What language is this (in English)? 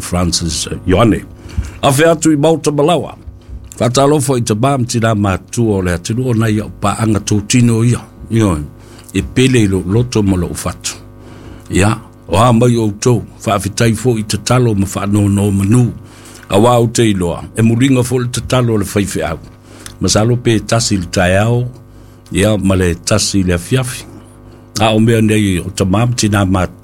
Samoan